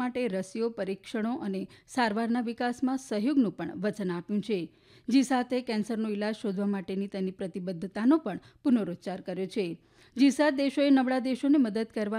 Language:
Gujarati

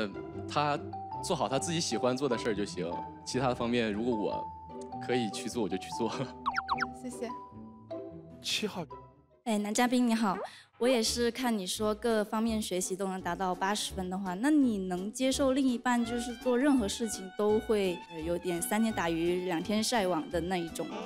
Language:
Chinese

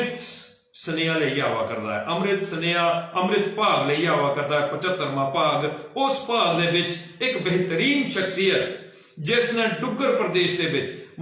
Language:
Dogri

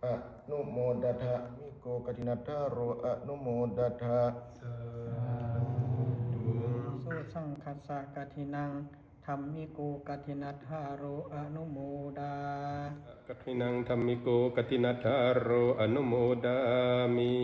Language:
Pali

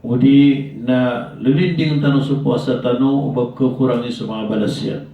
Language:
Maranao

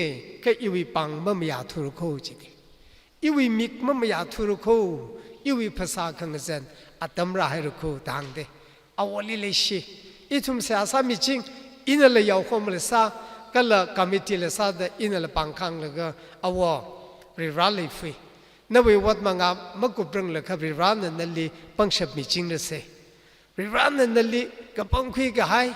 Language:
Tangkhul Naga (India)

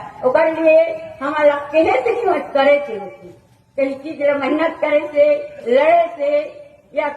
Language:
Chhattisgarhi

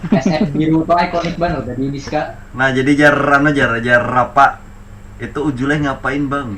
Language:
Banjar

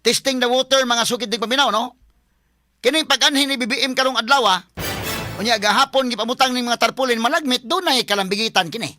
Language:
Cebuano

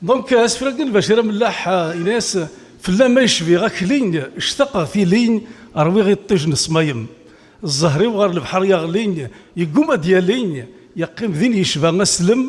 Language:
Kabyle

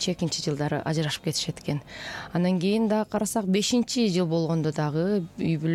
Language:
Kyrgyz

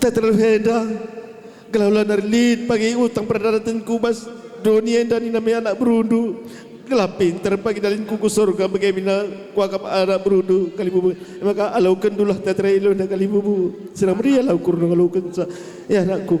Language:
Batak Karo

